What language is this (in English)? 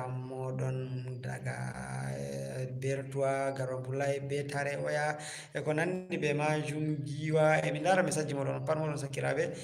Fula